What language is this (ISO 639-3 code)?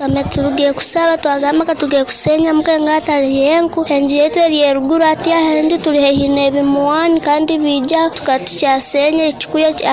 nyo